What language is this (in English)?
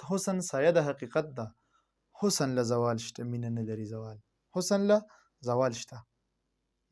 Pashto